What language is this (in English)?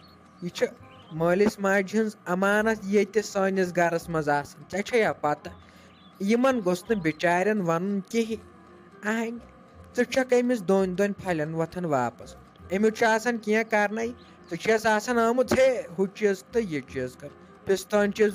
Kashmiri